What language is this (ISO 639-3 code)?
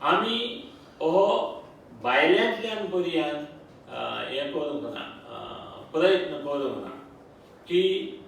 kok